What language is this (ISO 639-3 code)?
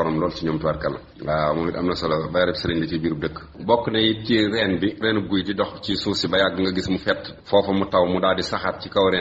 wol